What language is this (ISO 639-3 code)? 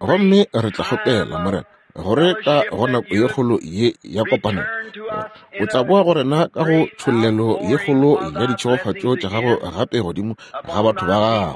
nso